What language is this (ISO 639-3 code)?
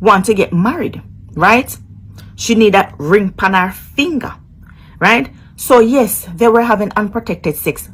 jam